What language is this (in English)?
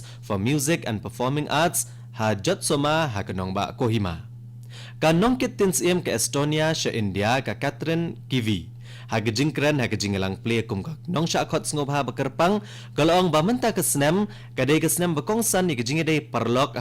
Khasi